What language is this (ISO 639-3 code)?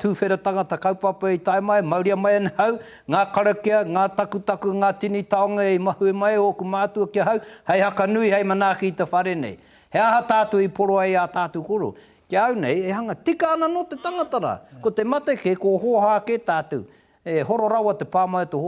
mri